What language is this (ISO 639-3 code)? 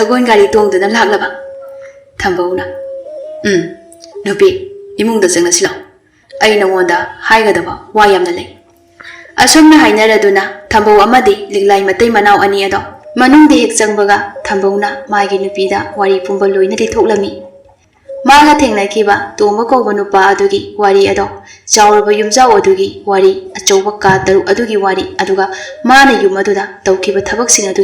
mni